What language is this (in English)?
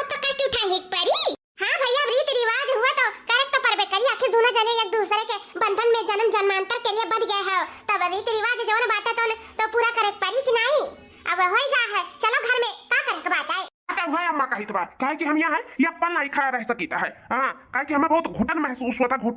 Awadhi